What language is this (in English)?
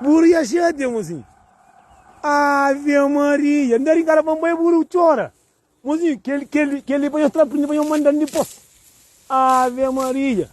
Kabuverdianu